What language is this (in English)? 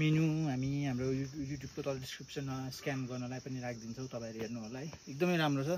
Nepali